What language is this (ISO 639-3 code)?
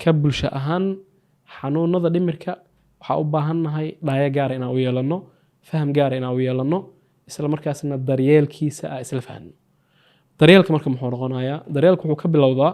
som